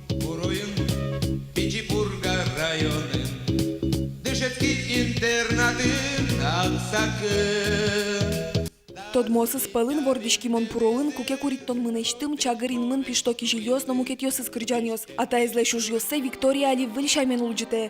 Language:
Udmurt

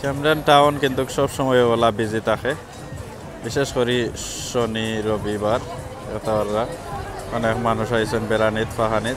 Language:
Sylheti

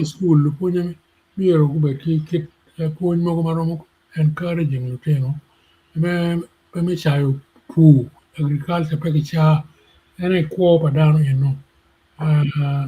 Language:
Acoli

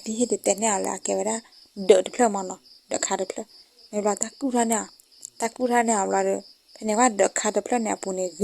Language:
S'gaw Karen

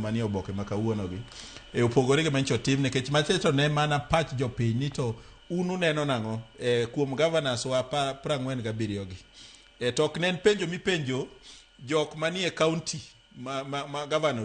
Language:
Luo (Kenya and Tanzania)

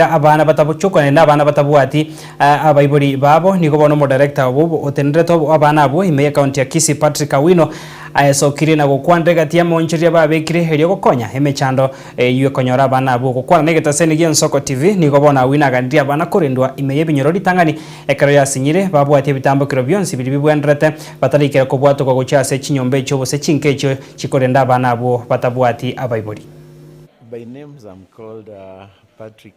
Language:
Gusii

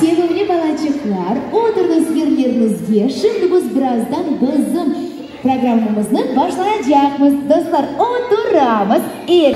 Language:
Crimean Tatar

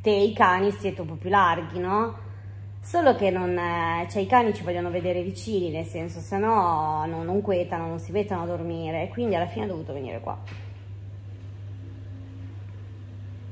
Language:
Italian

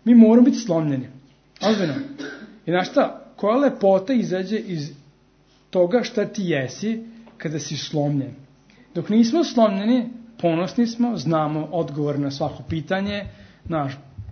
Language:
Serbian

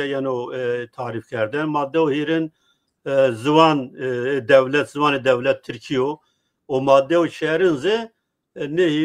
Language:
Zaza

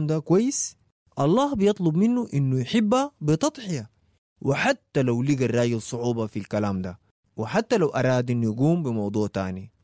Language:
Sudanese Arabic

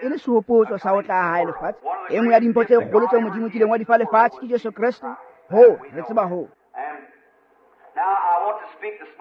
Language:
Tswana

